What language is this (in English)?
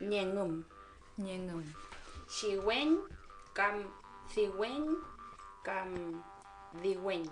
Mapuche